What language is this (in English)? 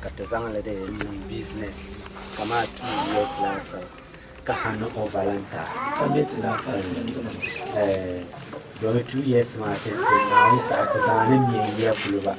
Dagbani